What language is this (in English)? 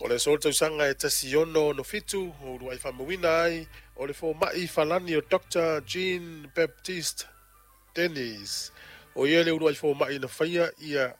Samoan